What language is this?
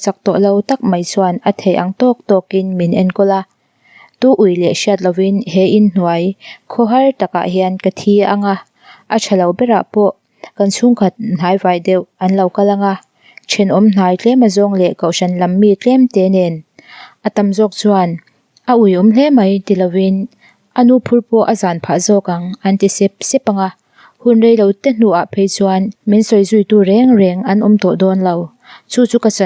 Mizo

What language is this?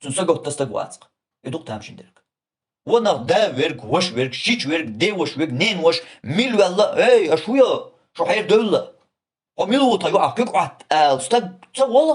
Chechen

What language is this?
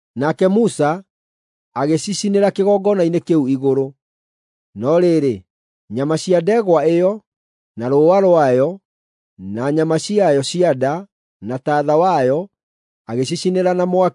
Kikuyu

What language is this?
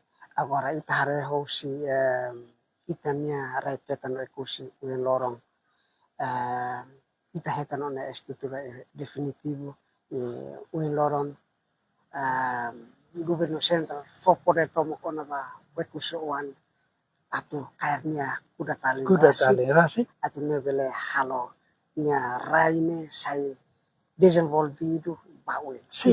Tetum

